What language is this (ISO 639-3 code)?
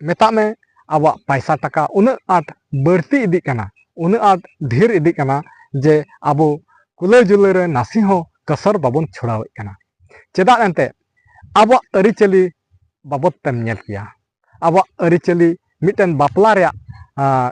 sat